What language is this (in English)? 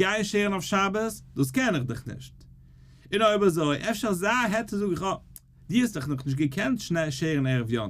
Yiddish